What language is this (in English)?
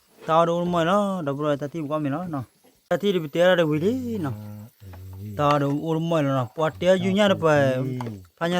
S'gaw Karen